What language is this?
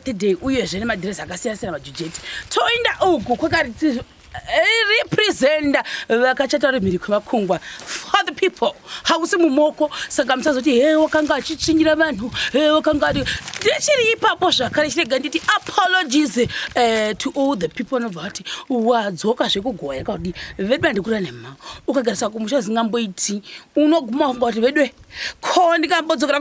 Shona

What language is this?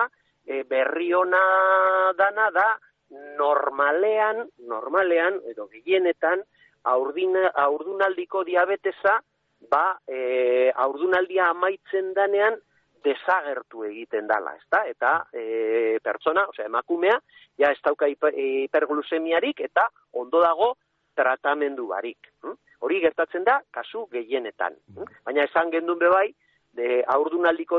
Basque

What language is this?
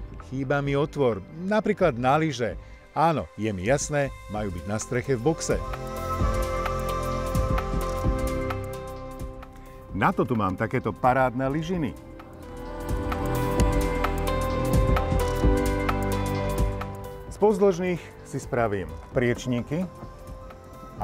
Slovak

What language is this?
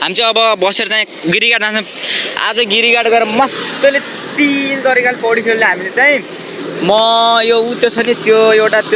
Nepali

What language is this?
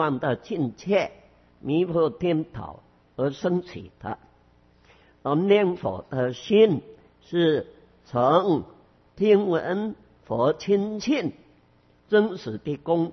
Chinese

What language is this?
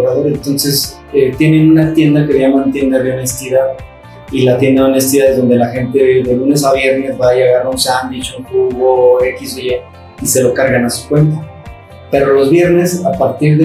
Spanish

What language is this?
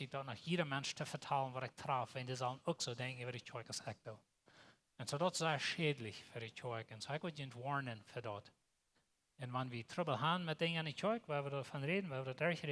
Plautdietsch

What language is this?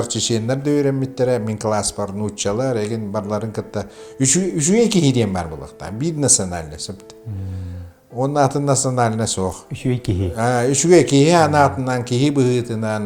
Yakut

